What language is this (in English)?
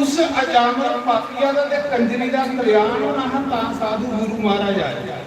Dogri